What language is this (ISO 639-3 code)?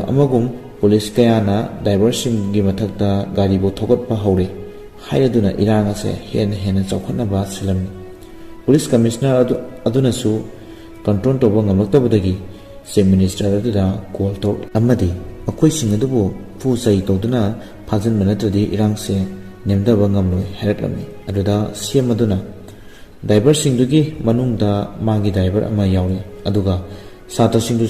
mni